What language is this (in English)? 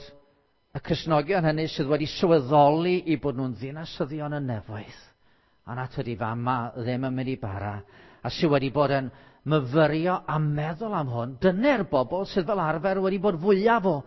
Welsh